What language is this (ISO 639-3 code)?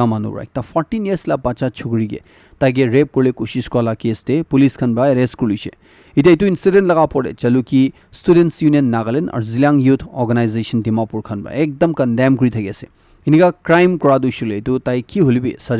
nag